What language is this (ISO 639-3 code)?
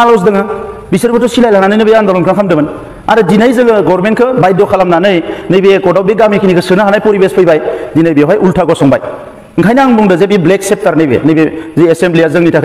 brx